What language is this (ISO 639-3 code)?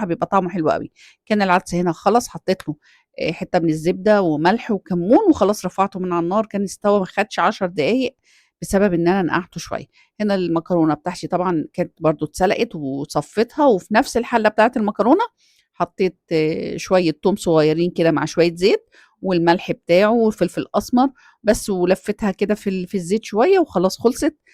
arz